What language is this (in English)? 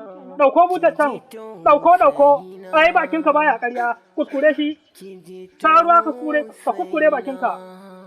Hausa